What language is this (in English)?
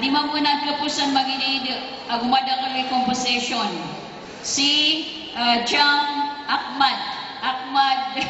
Maranao